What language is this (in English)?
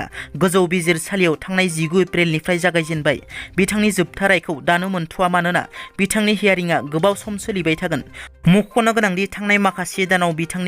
Bodo